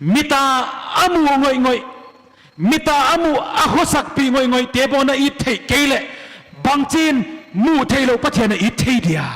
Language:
Paite Chin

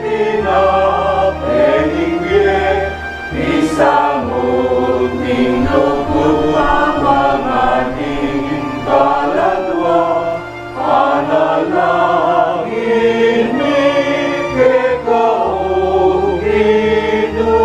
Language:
Pampanga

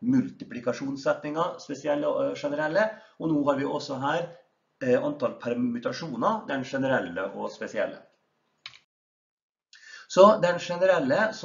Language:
Norwegian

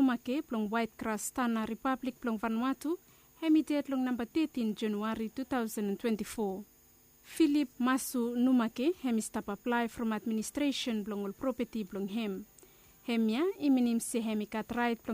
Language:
Bislama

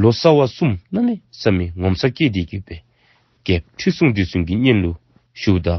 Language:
Dzongkha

